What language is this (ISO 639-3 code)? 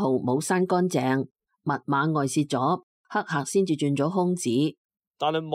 yue